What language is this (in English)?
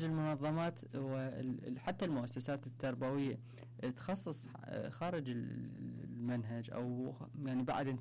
Mesopotamian Arabic